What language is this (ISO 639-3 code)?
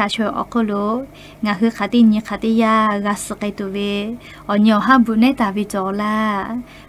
lhu